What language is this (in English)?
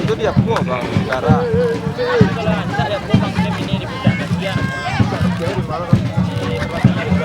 Minangkabau